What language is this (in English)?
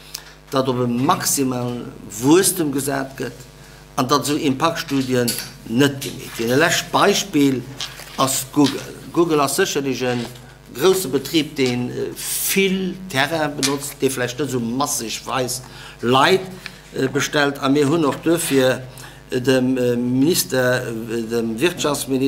Luxembourgish